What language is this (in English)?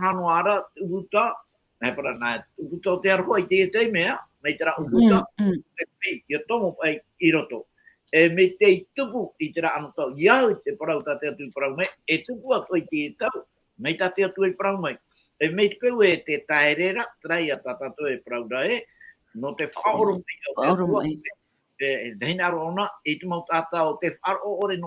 Tahitian